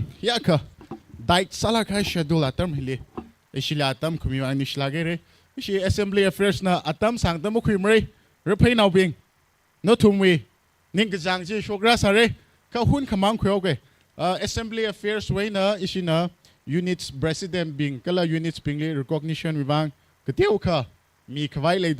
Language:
Tangkhul Naga (India)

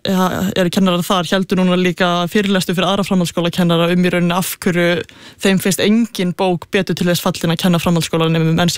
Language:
Icelandic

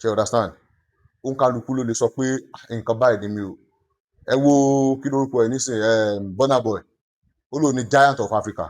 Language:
Yoruba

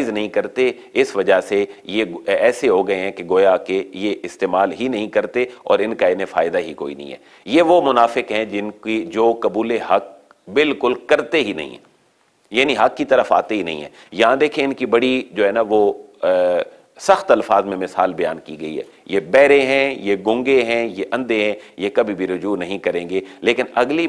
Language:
Urdu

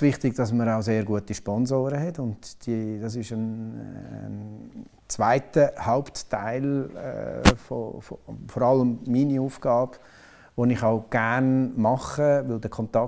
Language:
German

